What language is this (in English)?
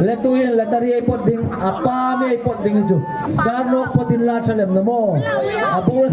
Hmar